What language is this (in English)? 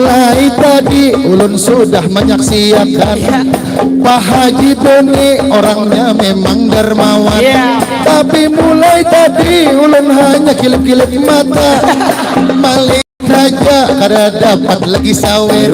Banjar